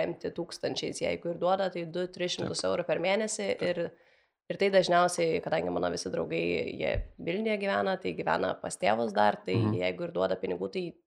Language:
Lithuanian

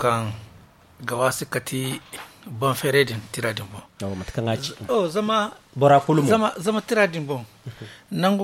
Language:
Zarma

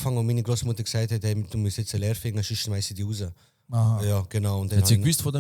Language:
Swiss German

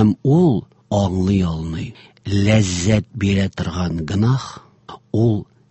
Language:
Tatar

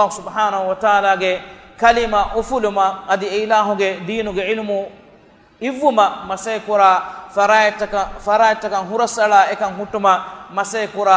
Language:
Divehi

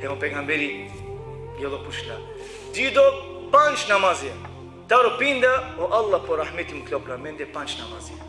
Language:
Balkan Romani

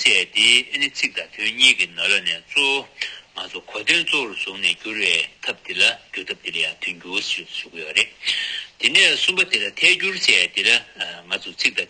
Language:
Tibetan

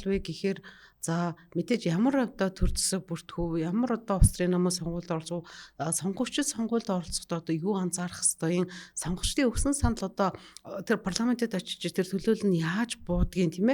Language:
Mongolian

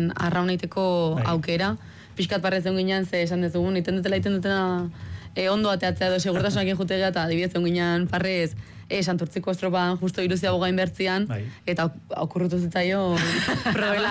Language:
Basque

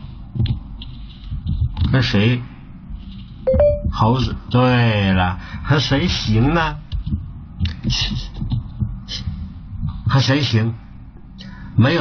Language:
Chinese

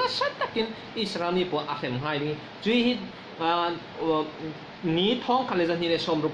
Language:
Falam Chin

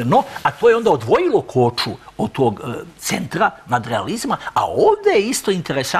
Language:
Serbian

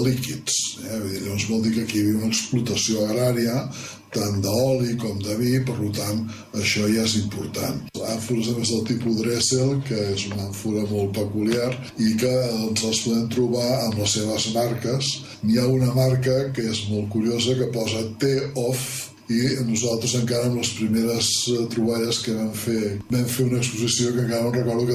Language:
Catalan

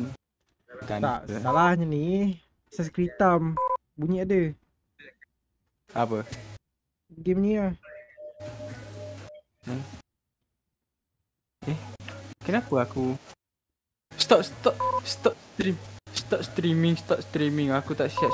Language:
Malay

